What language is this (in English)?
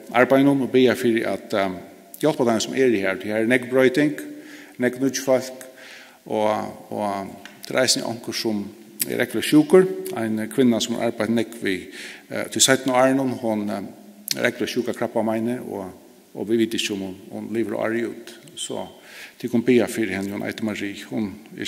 Faroese